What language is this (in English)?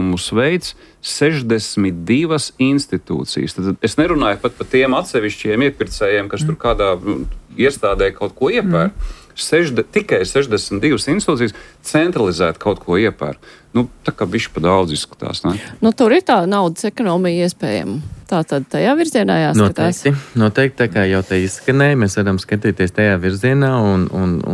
Latvian